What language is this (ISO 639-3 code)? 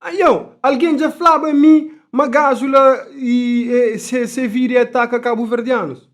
kea